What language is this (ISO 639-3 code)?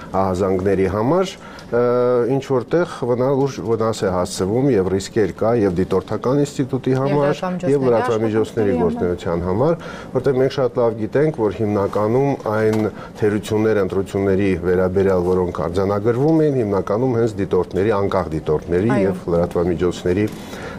hye